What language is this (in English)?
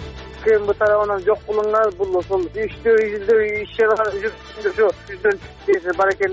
Kyrgyz